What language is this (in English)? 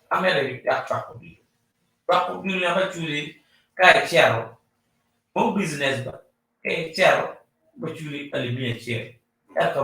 Acoli